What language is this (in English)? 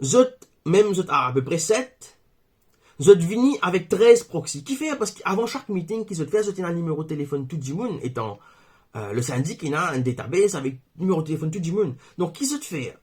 Morisyen